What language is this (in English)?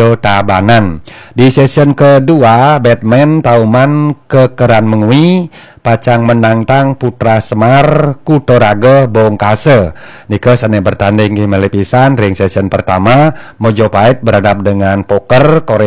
Balinese